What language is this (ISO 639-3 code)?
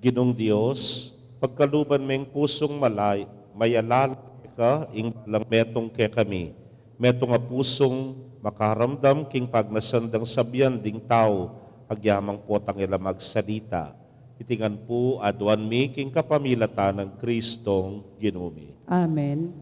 pam